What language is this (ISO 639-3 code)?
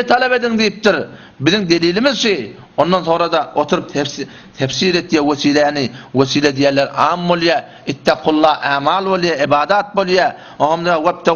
tuk